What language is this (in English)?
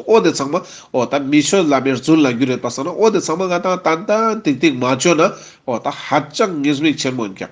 Ladakhi